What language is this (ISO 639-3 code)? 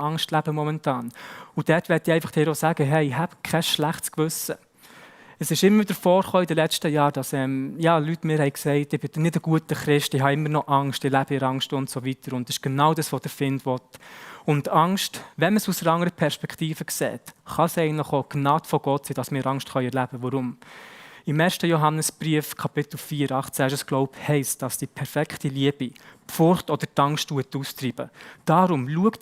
gsw